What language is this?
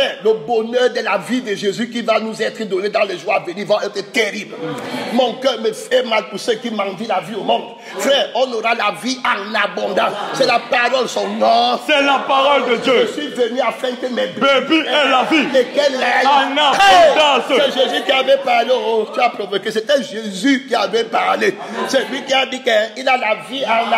French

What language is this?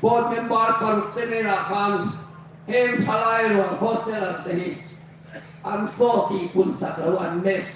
Hmar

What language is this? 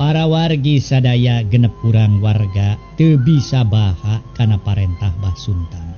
Sundanese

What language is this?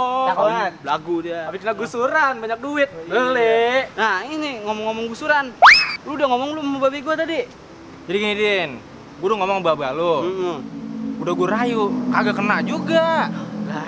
Betawi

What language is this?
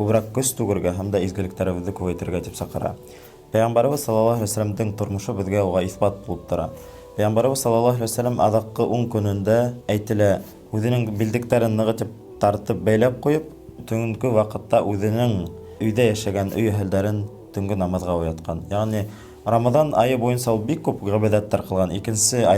Bashkir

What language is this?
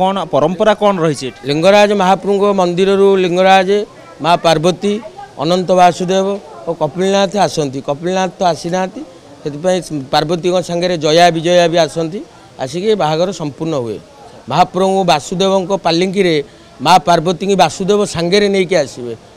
Odia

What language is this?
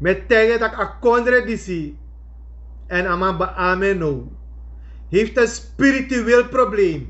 Sranan Tongo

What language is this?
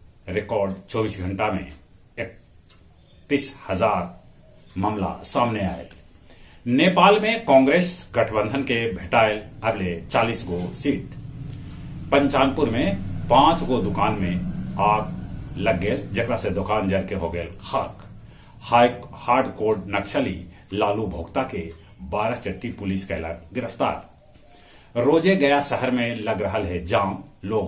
Magahi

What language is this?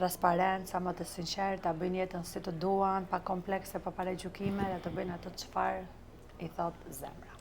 Albanian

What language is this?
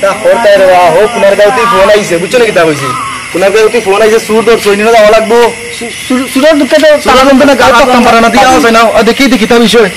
Sylheti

